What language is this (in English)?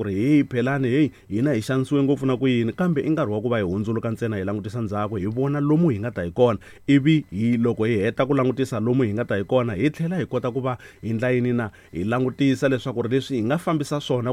Tsonga